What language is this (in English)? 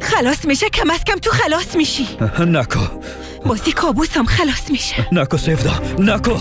Persian